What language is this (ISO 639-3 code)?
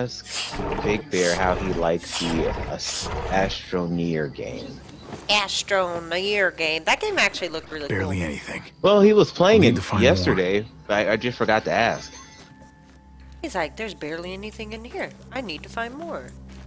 eng